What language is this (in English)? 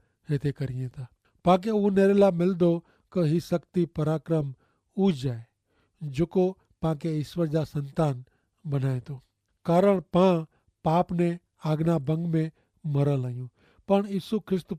Kachhi